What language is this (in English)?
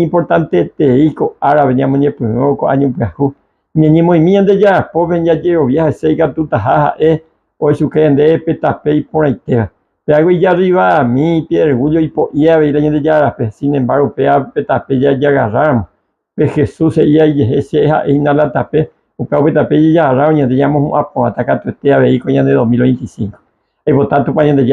Guarani